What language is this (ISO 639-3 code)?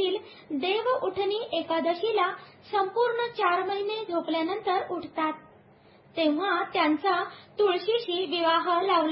mar